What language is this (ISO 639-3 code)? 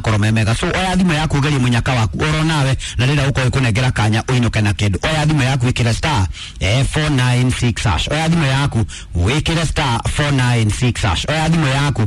kik